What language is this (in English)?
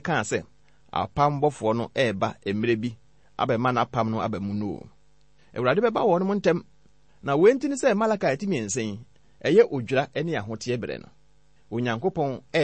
Akan